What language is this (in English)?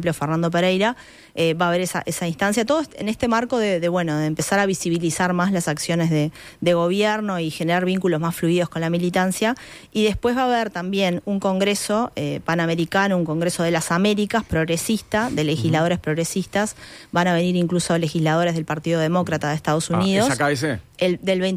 Spanish